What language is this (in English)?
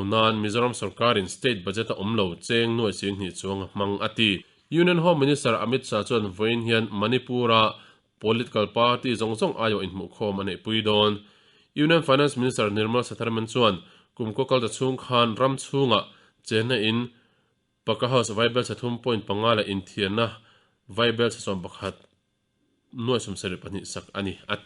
Mizo